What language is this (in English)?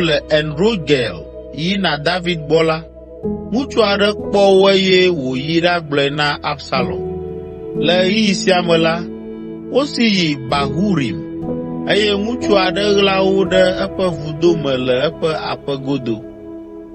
Ewe